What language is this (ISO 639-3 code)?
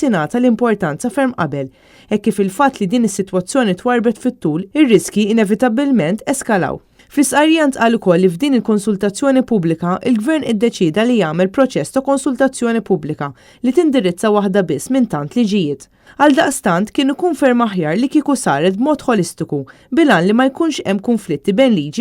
mlt